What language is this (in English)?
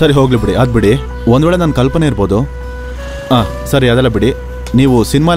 Kannada